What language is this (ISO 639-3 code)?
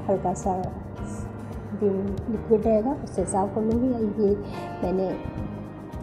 hin